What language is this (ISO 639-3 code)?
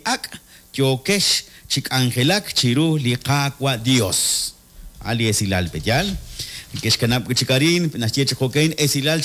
kek